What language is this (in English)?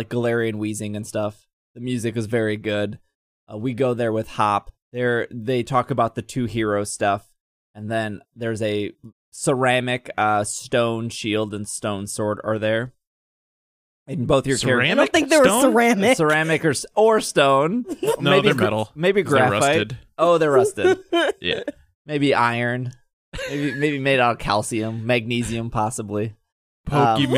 English